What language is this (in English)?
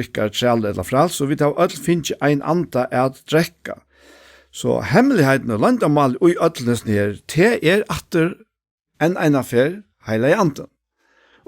Faroese